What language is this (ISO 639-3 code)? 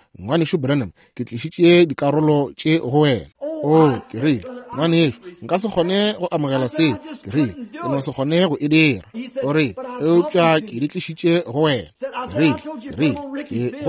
nso